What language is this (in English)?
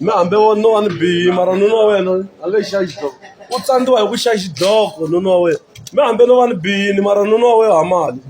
Tsonga